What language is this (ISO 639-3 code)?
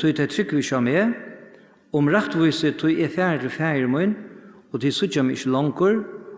fao